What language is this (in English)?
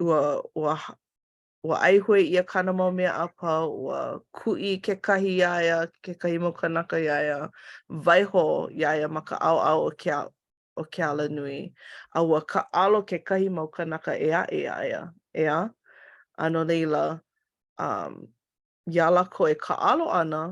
Hawaiian